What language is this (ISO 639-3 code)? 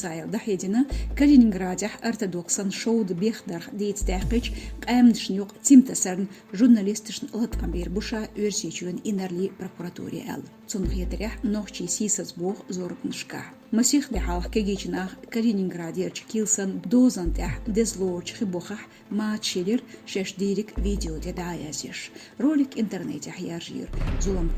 che